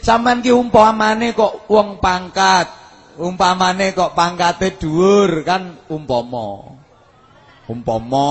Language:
Javanese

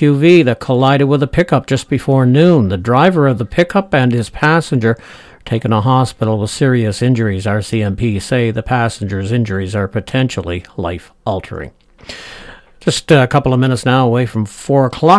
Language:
English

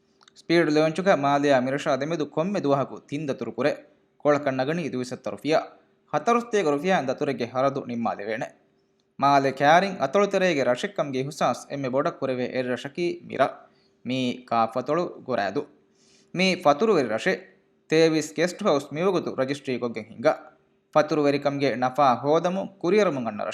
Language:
Divehi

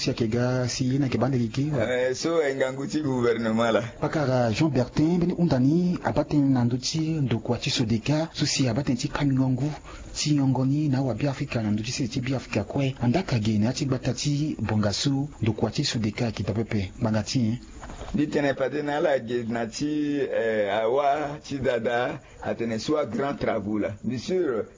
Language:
Sango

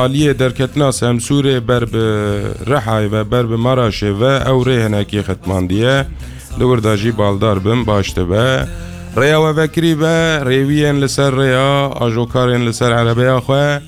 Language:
Kurdish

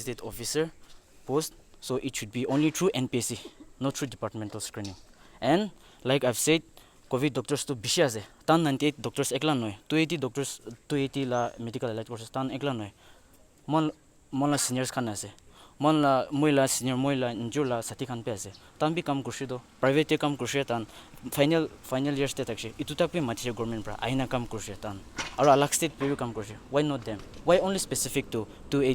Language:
Naga Pidgin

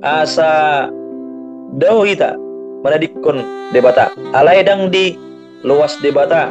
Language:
Batak Toba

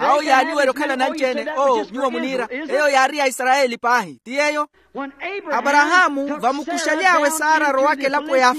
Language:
Makhuwa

